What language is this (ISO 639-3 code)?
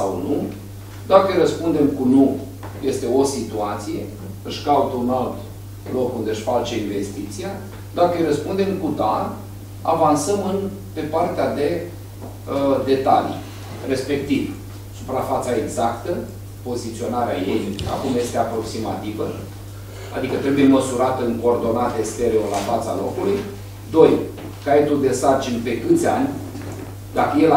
ron